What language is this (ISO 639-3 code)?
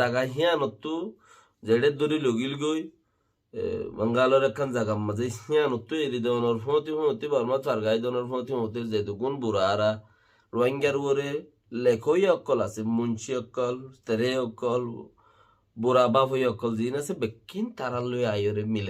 rhg